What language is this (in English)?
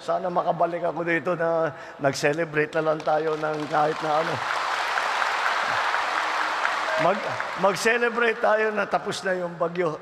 Filipino